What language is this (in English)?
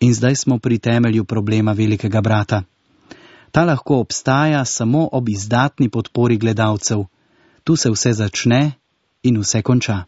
Slovenian